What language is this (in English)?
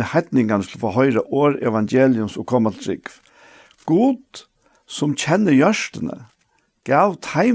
Faroese